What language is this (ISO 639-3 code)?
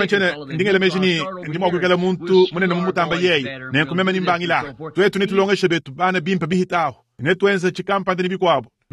lua